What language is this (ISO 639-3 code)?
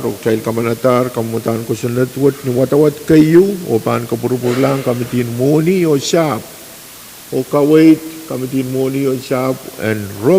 pon